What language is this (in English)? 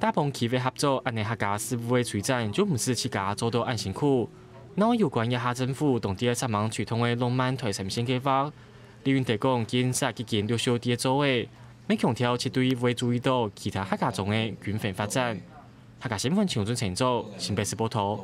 Hakka Chinese